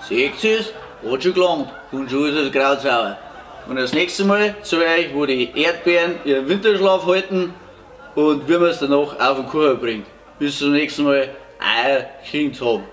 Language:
Bavarian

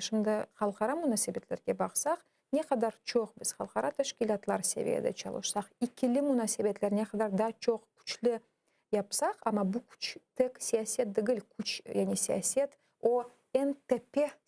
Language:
Crimean Tatar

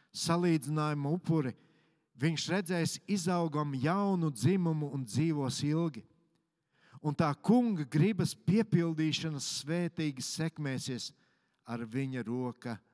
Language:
Latvian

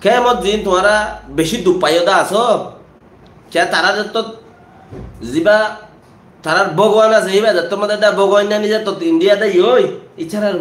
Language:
Rohingya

